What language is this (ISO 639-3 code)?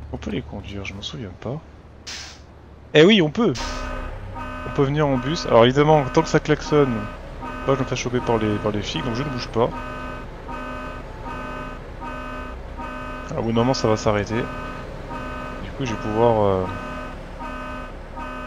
fra